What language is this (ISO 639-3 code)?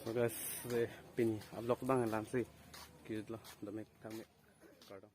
mjw